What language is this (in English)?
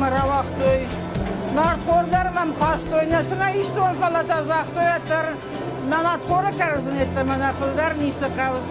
Ossetic